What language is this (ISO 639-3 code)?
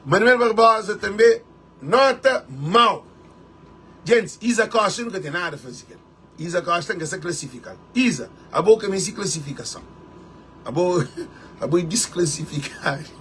kea